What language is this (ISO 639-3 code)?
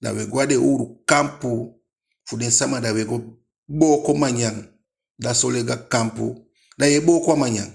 djk